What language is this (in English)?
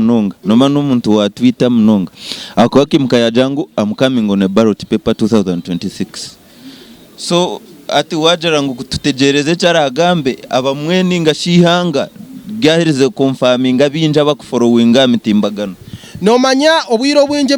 Nyankole